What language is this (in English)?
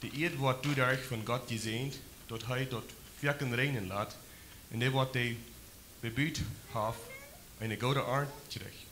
Plautdietsch